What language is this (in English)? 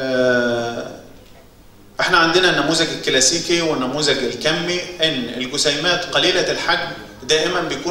Egyptian Arabic